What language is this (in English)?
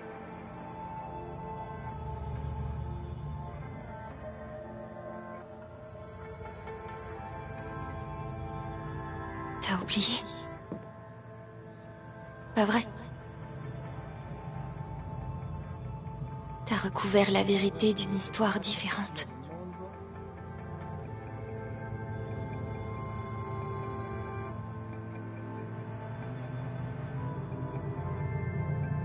French